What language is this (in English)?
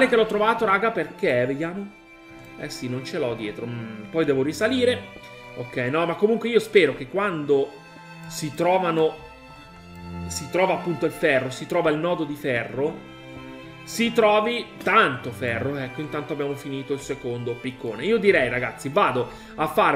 Italian